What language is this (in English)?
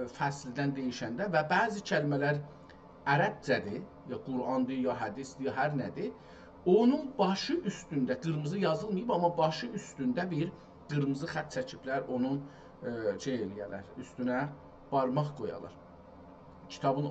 South Azerbaijani